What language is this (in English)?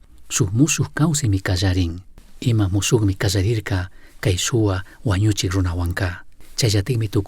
Chimborazo Highland Quichua